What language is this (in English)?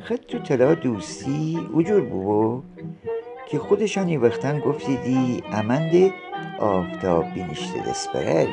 Gilaki